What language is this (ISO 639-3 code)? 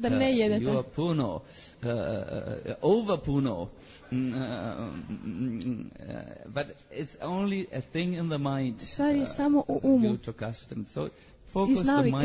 hrv